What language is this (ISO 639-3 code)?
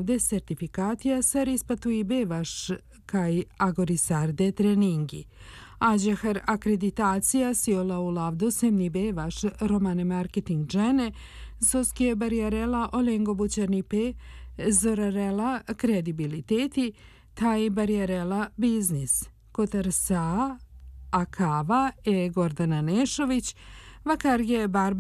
srp